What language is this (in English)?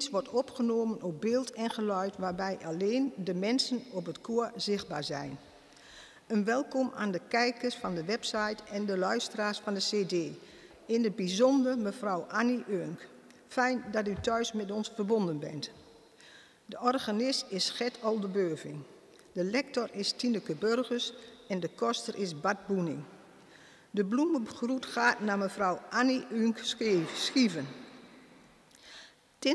Dutch